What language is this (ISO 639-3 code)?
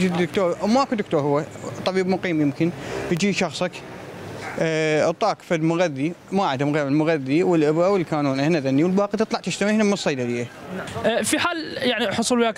acm